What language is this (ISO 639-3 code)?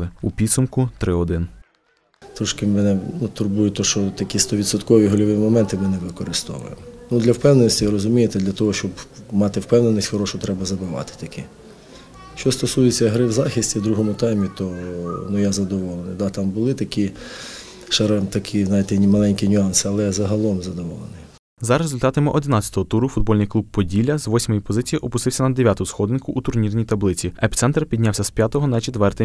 ukr